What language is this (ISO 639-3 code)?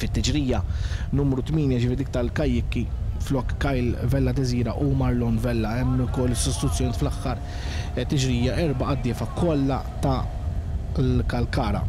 mlt